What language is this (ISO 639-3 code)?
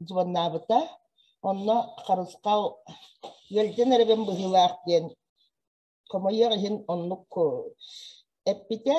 sah